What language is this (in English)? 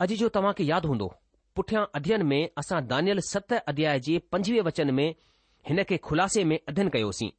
Sindhi